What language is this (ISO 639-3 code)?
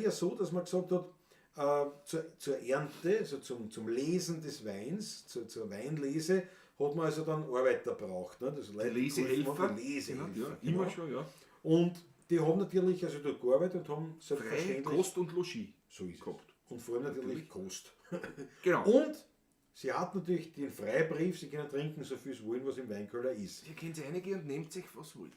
bar